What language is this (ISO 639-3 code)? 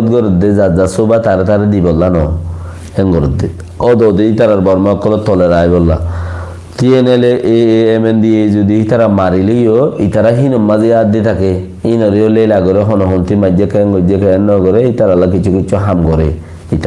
rhg